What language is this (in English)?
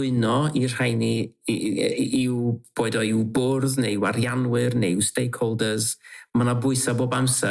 Welsh